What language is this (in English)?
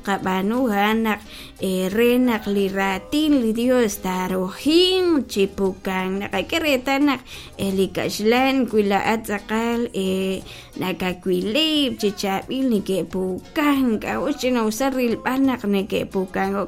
Kekchí